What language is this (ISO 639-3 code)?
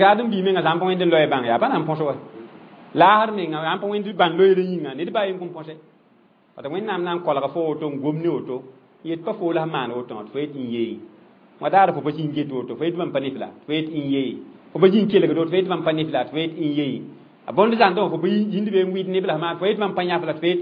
mos